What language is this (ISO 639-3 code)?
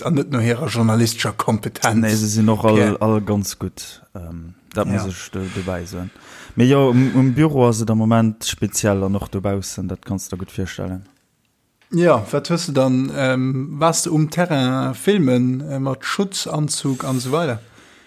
ltz